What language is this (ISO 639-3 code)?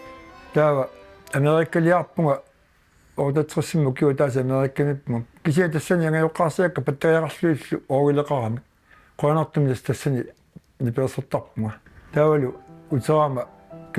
kal